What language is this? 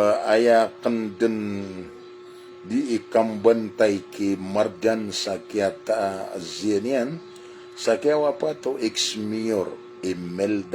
Maranao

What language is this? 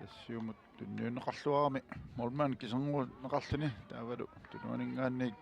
Kalaallisut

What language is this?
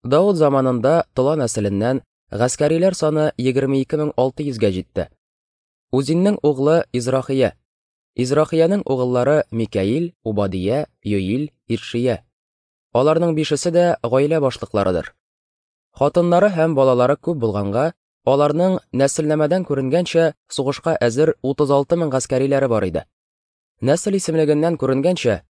Tatar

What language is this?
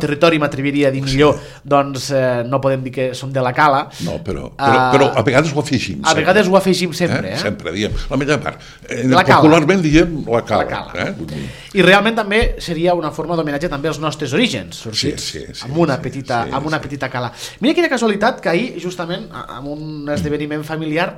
Catalan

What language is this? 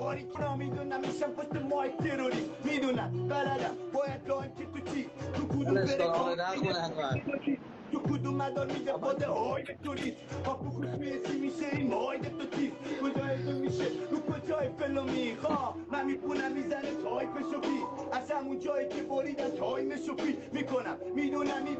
Persian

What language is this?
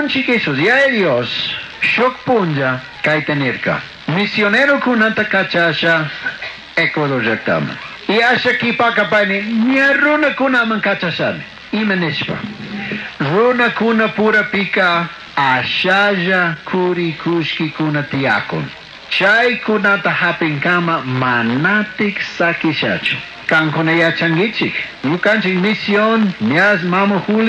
Chimborazo Highland Quichua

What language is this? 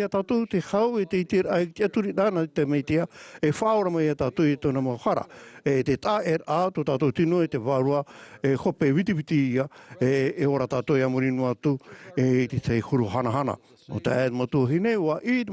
Tahitian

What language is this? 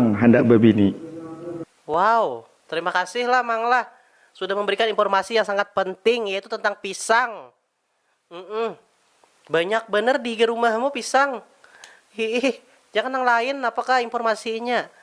Banjar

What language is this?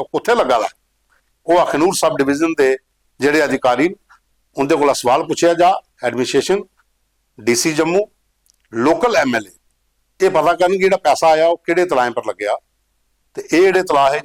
Dogri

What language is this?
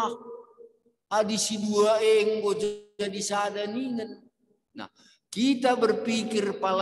Batak Karo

